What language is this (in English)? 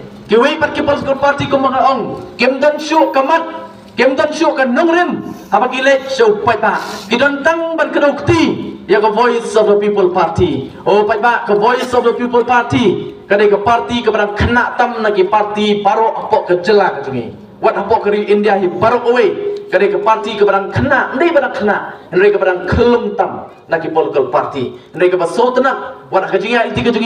Khasi